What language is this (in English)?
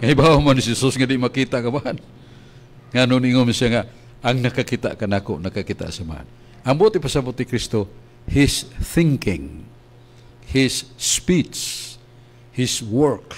Cebuano